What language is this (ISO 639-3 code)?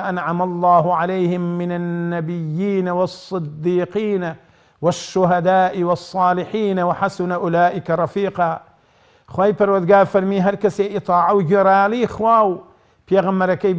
ckb